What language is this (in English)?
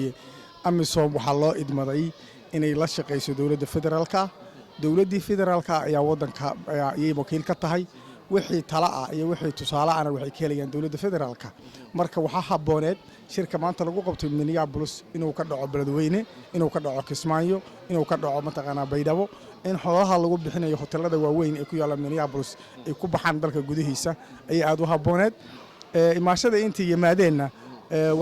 Somali